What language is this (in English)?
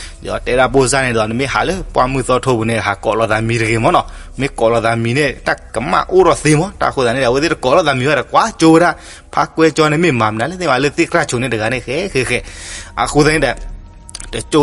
S'gaw Karen